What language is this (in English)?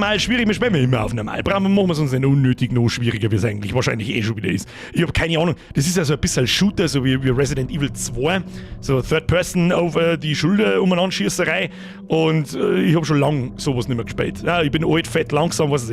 Bavarian